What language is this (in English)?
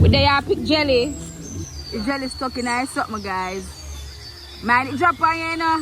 Jamaican Creole English